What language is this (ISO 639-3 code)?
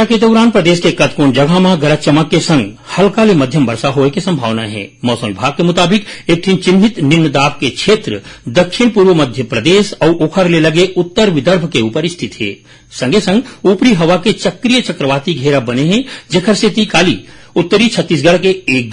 hne